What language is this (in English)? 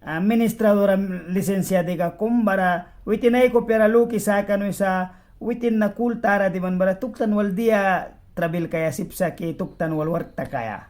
Mískito